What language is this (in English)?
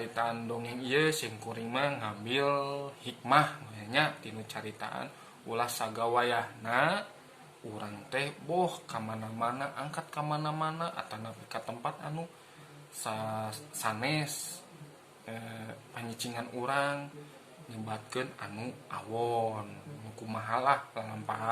Sundanese